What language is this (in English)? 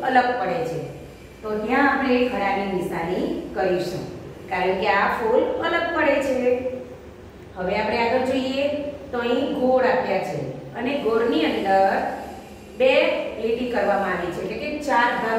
Gujarati